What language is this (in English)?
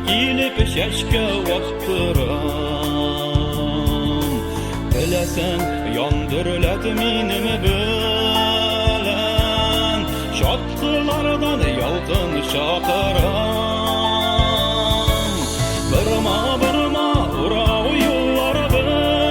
Bashkir